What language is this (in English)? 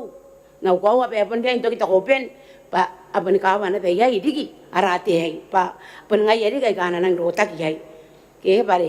Gilbertese